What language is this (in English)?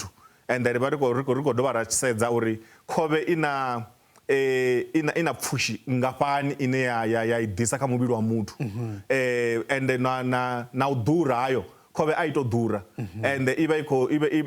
Venda